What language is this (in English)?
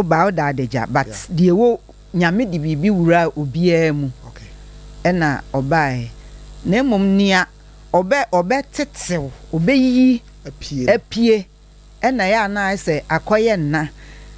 Akan